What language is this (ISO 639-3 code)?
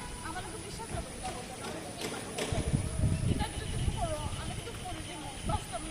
syl